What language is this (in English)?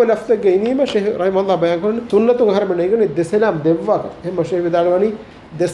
Divehi